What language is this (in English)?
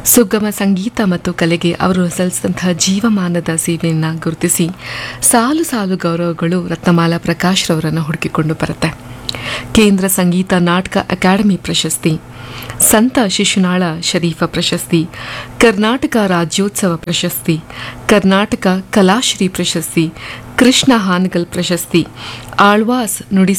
Kannada